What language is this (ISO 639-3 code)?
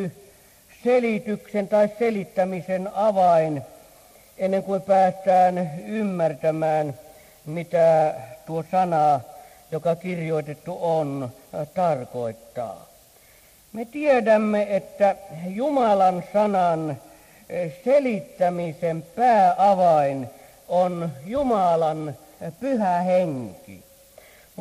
fin